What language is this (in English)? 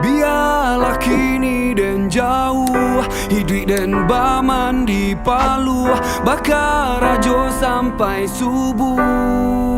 Minangkabau